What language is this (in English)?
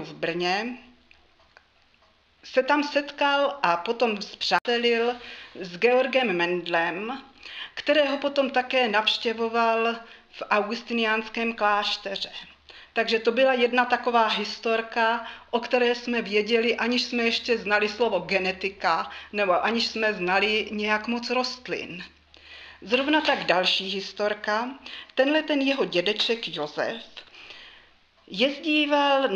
Czech